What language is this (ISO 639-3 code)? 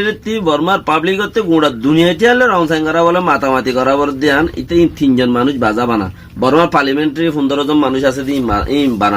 rhg